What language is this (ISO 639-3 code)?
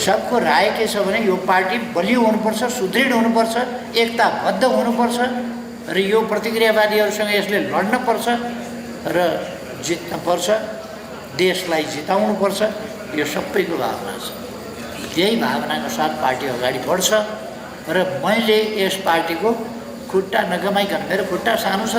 nep